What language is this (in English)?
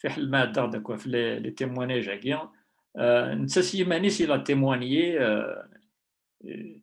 Kabyle